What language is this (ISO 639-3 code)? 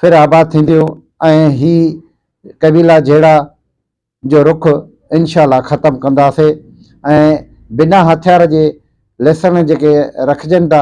snd